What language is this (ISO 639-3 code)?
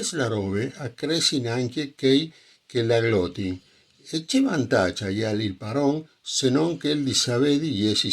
fur